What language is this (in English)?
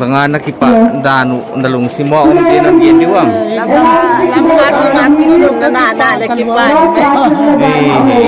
Paite Chin